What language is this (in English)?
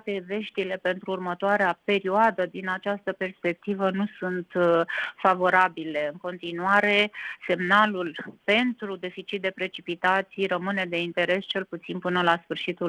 Romanian